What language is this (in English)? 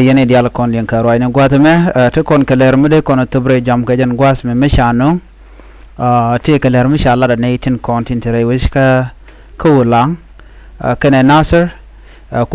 Nuer